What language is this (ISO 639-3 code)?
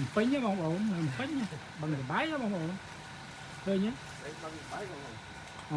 khm